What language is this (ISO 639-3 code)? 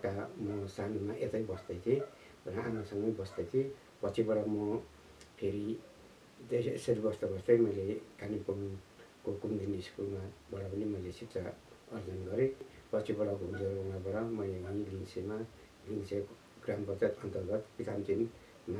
nep